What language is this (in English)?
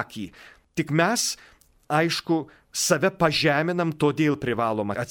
Lithuanian